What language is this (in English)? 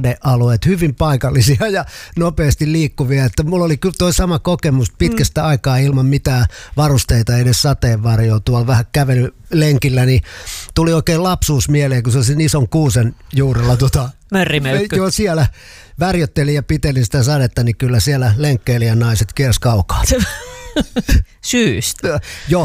Finnish